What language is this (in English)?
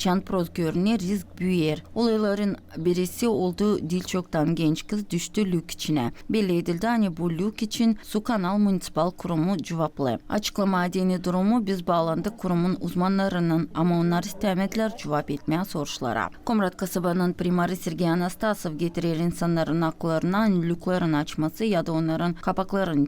Gagauz